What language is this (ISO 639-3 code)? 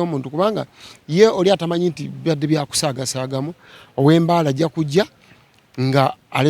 lug